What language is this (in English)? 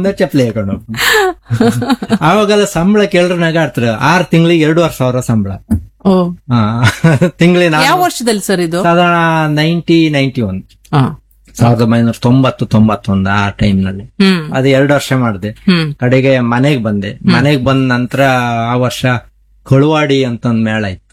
Kannada